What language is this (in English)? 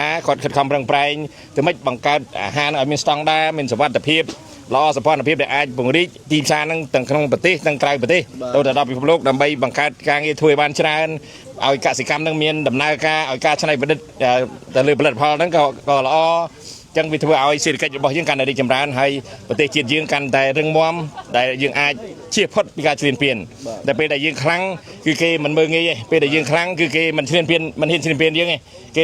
Khmer